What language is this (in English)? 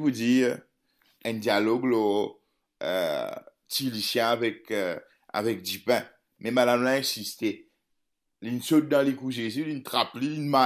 Morisyen